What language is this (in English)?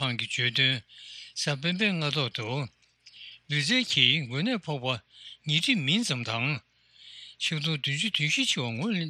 Tibetan